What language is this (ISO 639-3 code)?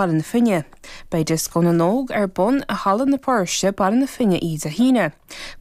gle